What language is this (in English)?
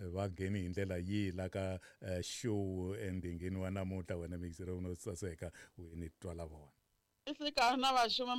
Tsonga